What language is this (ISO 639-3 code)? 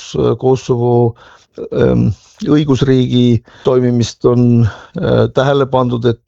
est